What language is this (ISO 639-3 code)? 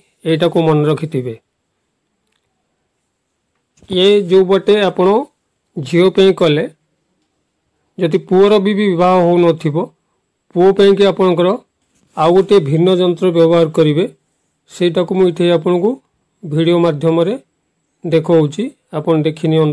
ori